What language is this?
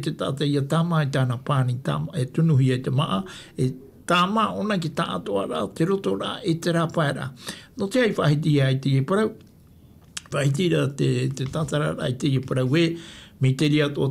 Tahitian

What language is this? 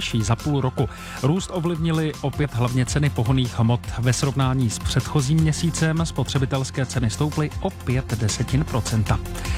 Czech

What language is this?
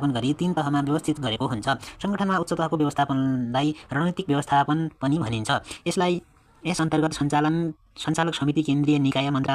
Nepali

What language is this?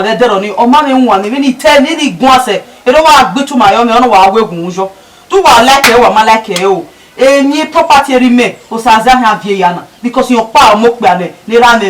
Bini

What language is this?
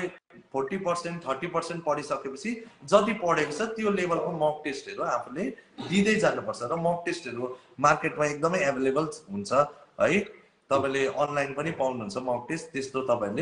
Nepali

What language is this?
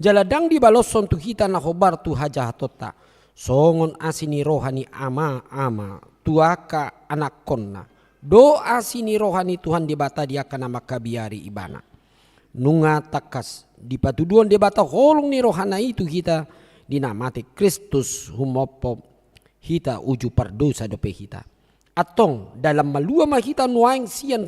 Batak Toba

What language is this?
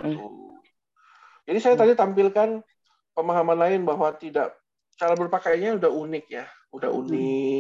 Indonesian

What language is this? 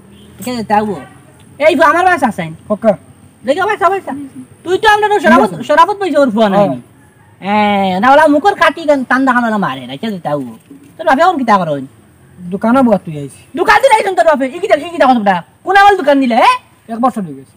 Sylheti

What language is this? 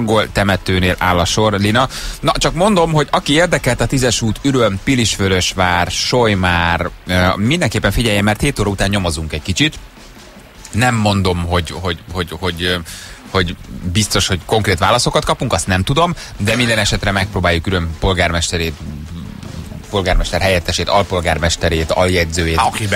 Hungarian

